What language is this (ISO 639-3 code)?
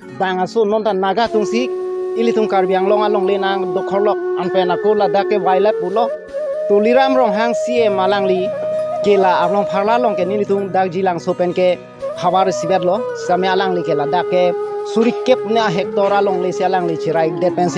mjw